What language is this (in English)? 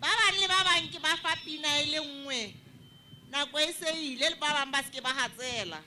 Southern Sotho